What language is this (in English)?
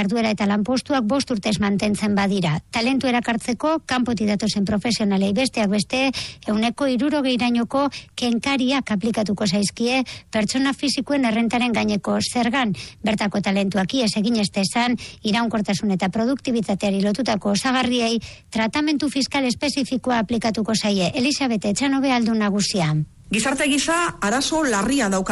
Basque